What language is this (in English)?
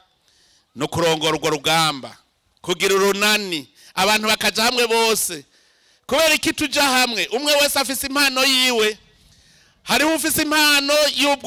Rundi